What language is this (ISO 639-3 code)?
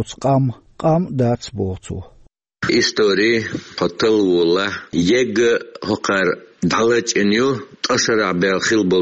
che